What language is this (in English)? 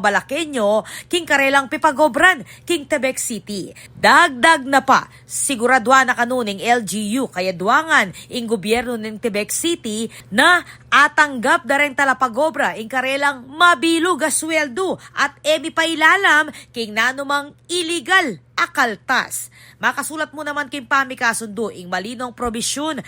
Pampanga